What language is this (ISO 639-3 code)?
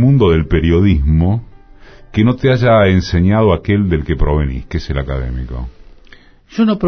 spa